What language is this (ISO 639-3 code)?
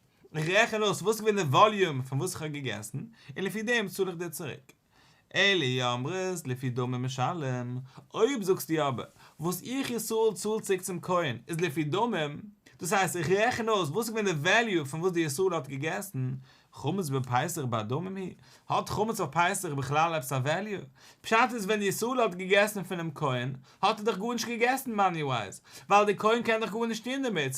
yid